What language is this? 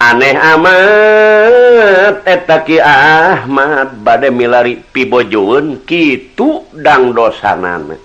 Sundanese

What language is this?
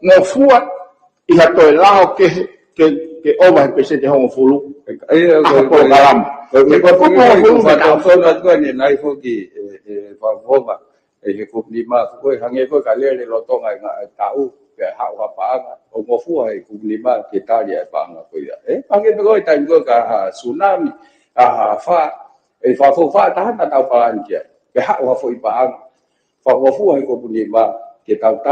Tongan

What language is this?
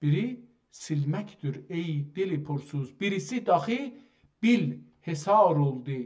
South Azerbaijani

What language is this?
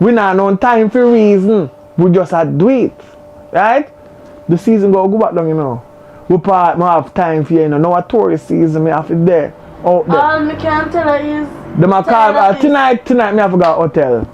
Jamaican Creole English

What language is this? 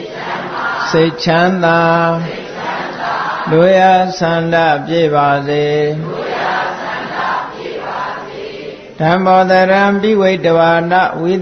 Burmese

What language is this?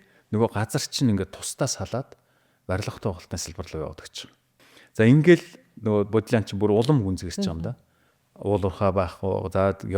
Mongolian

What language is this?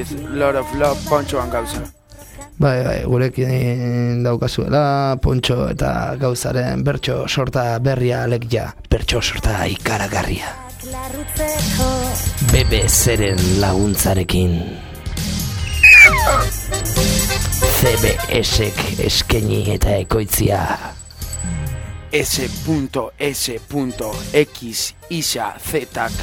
Basque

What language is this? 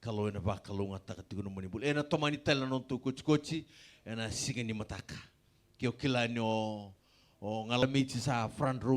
Fijian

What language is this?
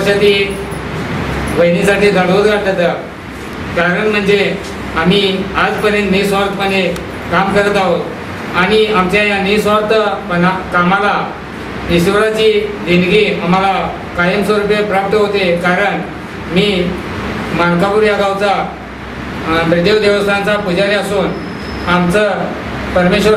Marathi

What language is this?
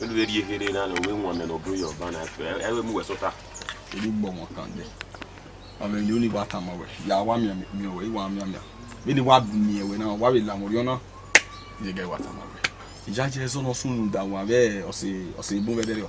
Bini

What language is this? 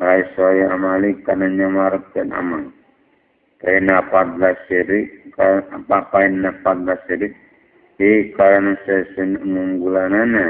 Sundanese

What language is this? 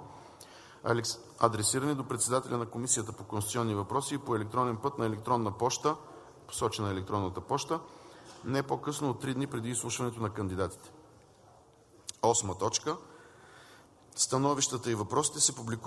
Bulgarian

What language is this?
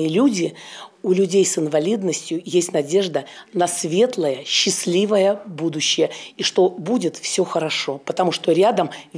Russian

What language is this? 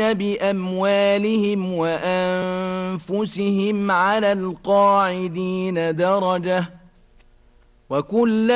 Arabic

